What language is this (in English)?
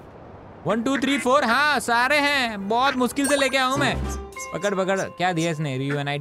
Hindi